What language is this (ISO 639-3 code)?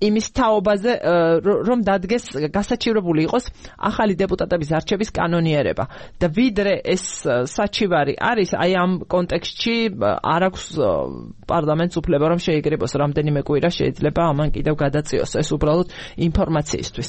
kat